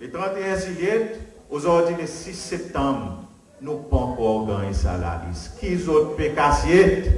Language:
Seselwa Creole French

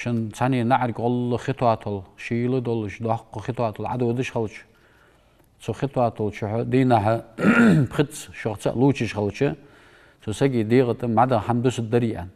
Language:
Ingush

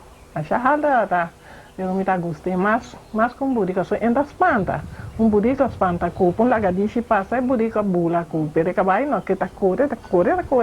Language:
Papiamento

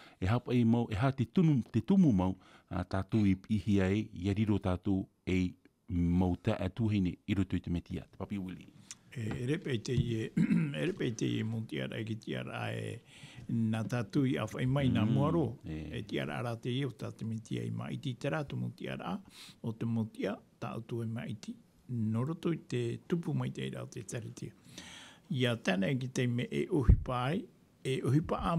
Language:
Tahitian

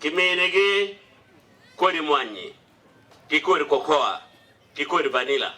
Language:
Acoli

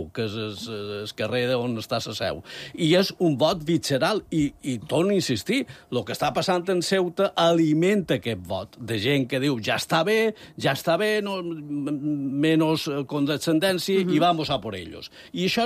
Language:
Catalan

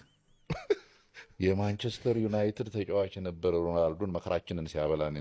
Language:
Amharic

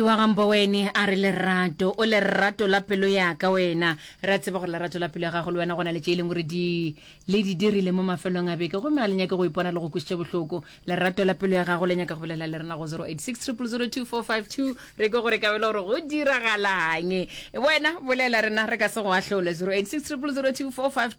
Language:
Northern Sotho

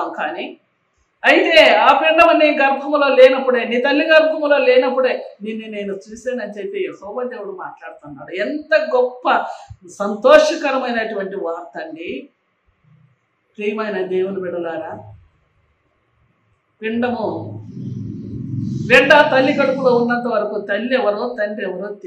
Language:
Telugu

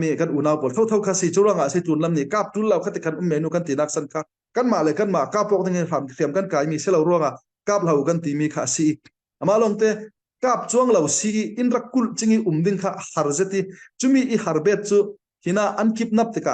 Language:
Falam Chin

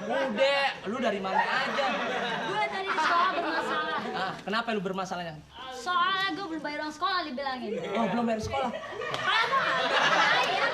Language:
Betawi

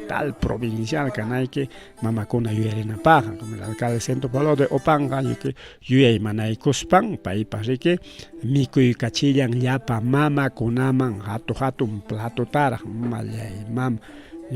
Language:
Ayacucho Quechua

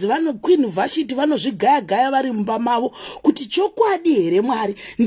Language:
Shona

